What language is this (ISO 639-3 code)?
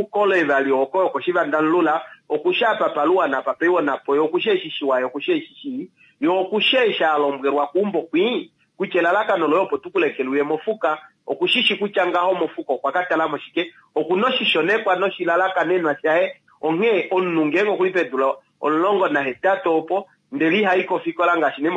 kua